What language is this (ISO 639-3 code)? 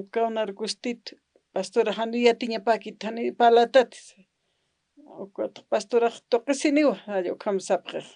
aym